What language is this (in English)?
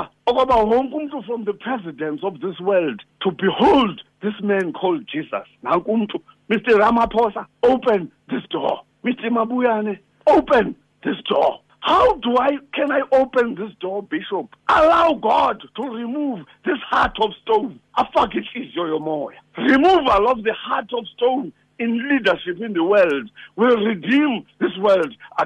Xhosa